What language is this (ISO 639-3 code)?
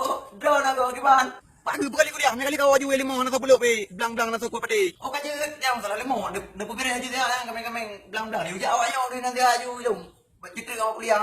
ace